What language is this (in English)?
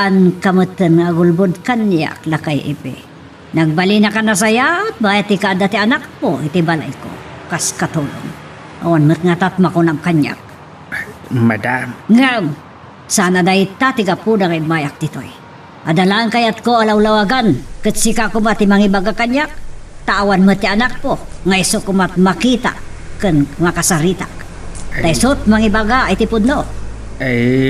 Iloko